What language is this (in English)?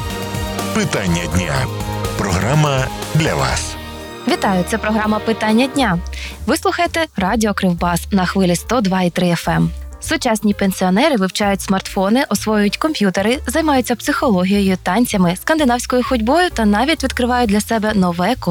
Ukrainian